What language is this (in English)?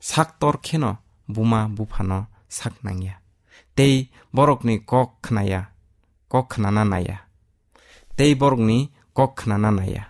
Kok Borok